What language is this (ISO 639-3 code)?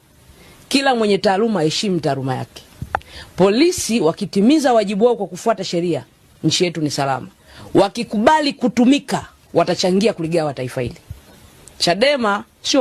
swa